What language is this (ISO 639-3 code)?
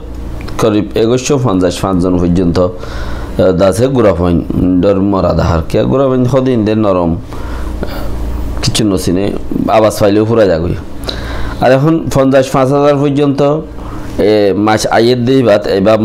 rhg